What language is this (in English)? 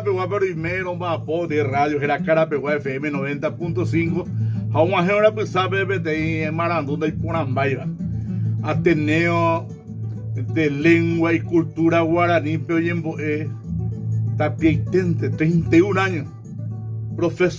Guarani